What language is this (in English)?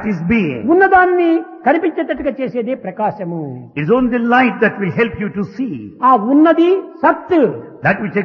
Telugu